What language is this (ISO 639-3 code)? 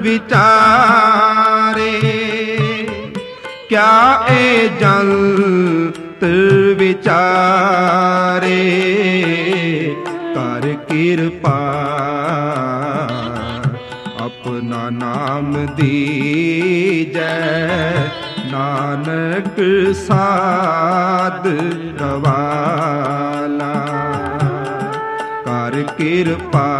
pan